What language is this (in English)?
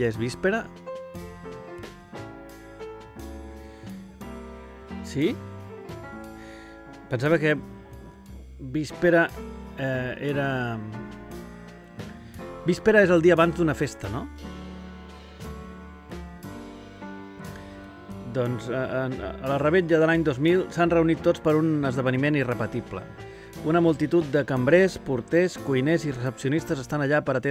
Catalan